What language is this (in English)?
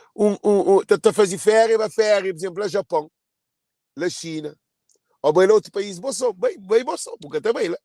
Kabuverdianu